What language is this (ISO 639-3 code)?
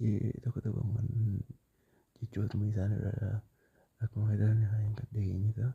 orm